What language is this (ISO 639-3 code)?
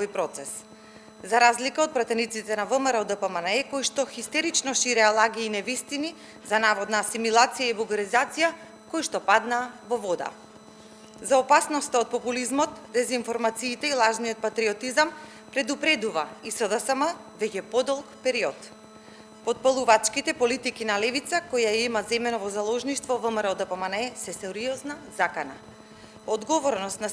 mkd